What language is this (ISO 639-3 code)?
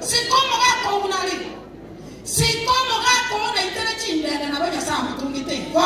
guz